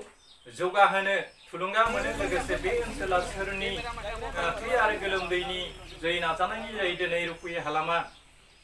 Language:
Bodo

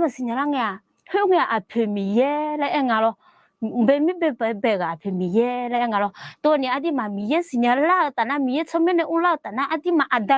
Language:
Akha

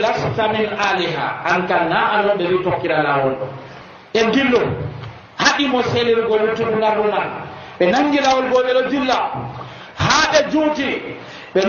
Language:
Nigerian Fulfulde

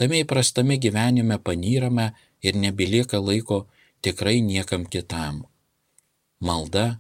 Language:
Lithuanian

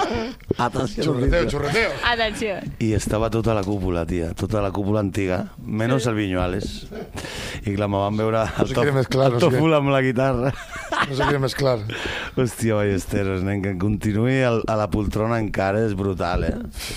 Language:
Catalan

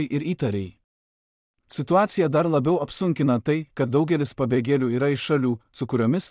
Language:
Lithuanian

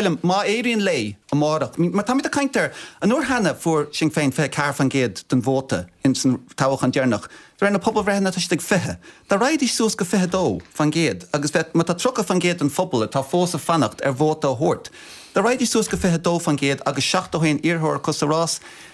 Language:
Irish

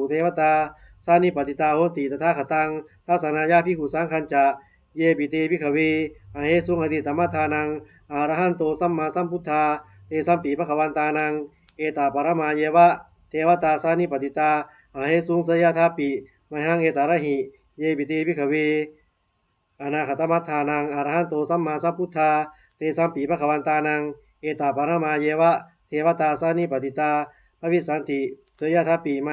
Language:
Pali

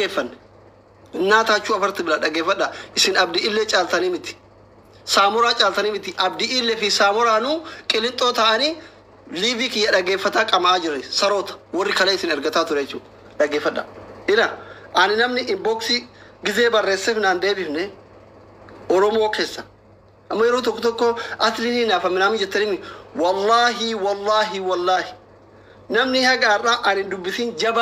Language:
Oromo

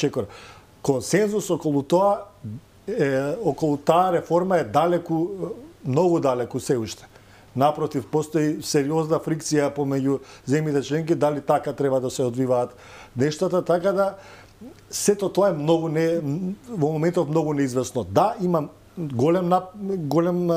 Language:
Macedonian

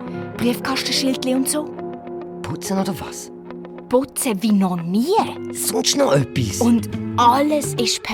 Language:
Swiss German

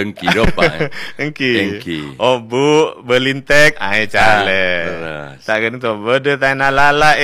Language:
Madurese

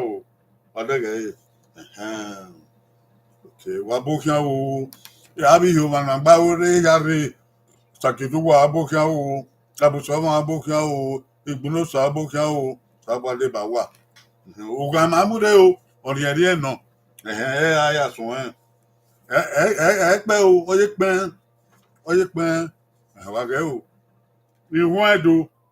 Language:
Bini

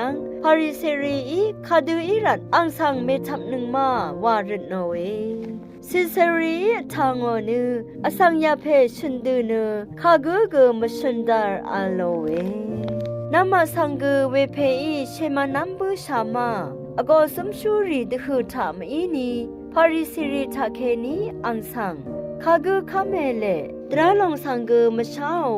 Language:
Rawang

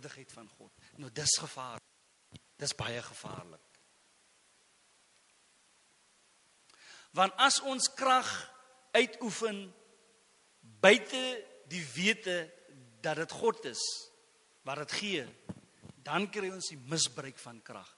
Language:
Afrikaans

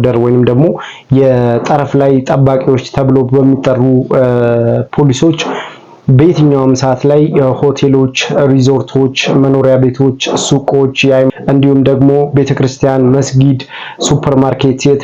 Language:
Amharic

